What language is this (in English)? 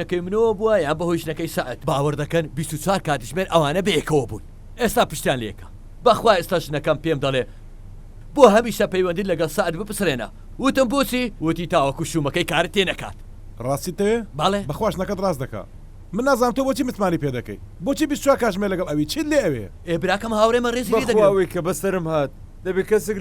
Central Kurdish